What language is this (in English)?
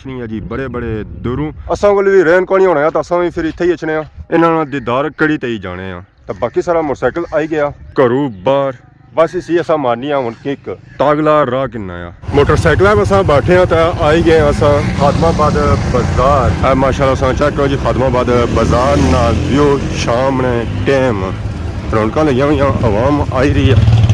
Pahari-Potwari